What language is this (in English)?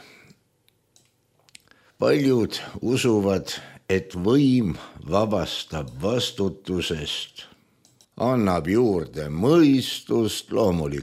Estonian